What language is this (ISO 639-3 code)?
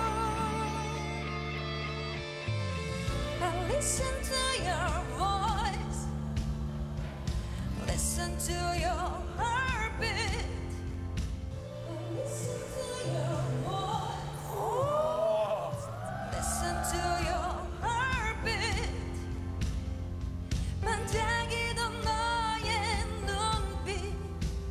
kor